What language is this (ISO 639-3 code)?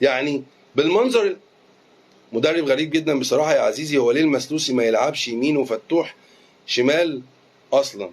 arz